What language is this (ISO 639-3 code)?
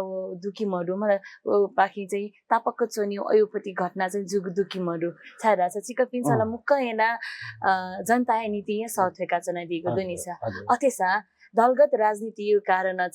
new